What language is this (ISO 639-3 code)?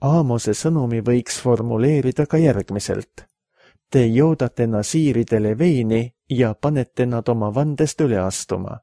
est